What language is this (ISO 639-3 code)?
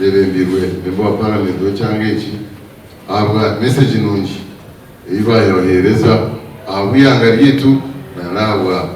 nyn